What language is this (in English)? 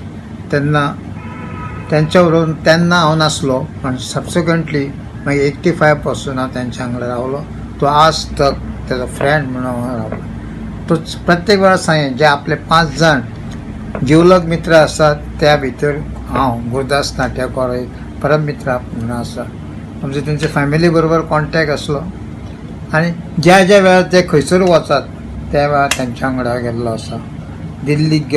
Konkani